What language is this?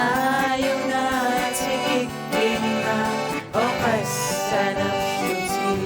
Kalaallisut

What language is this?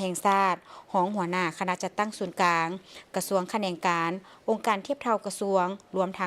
Lao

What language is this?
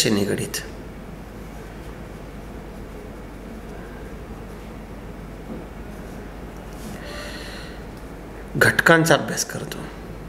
Marathi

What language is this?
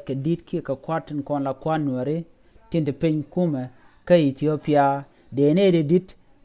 Nuer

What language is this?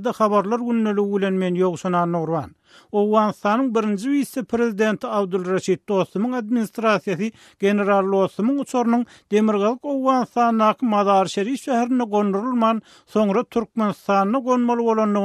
Turkmen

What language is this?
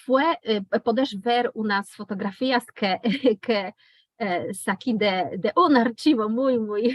Ladino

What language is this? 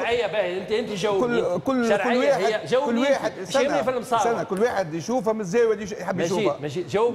Tunisian Arabic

